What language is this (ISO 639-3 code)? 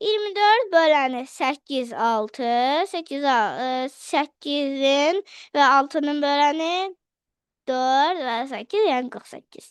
aze